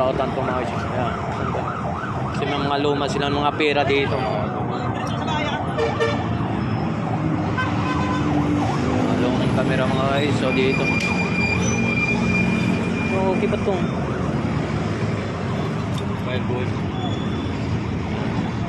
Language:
Filipino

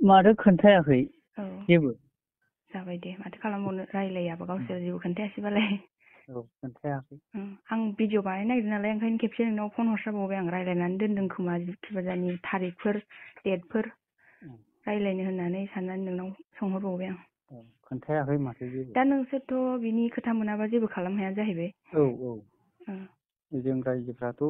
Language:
Bodo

